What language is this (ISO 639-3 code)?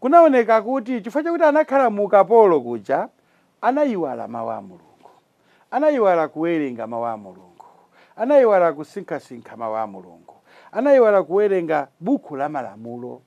nya